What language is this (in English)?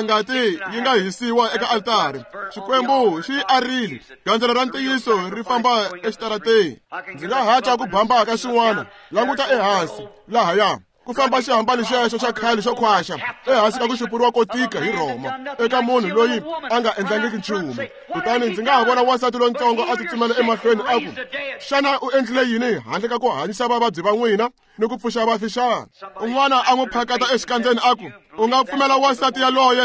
Tsonga